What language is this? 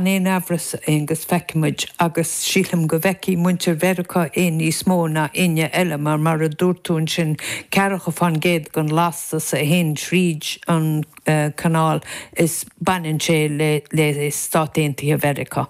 Irish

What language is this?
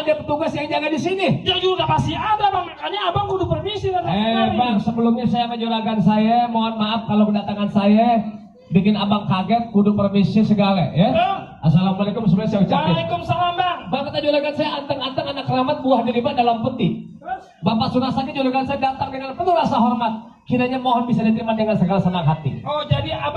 Betawi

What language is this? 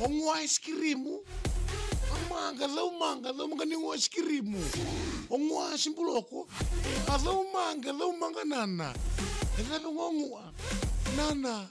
Fijian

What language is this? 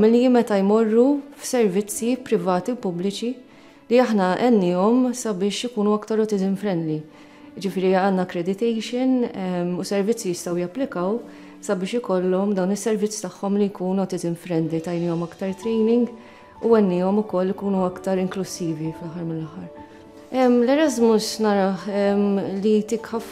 Maltese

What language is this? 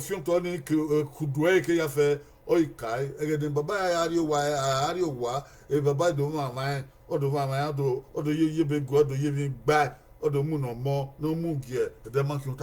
Bini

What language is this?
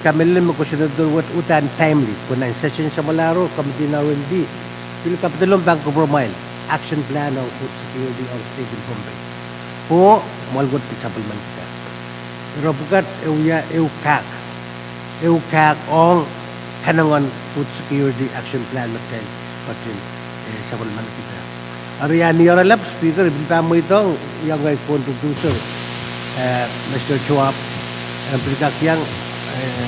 Pohnpeian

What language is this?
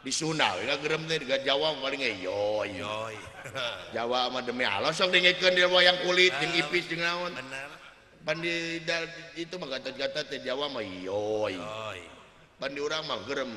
Sundanese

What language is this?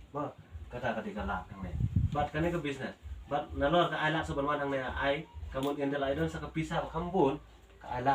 Khasi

